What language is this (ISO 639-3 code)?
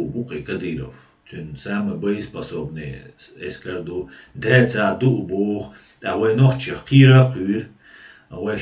che